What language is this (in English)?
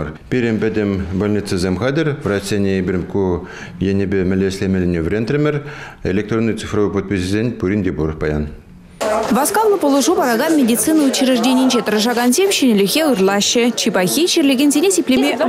Chuvash